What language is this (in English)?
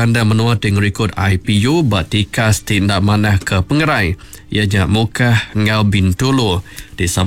Iban